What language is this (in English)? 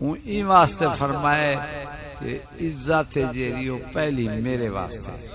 Saraiki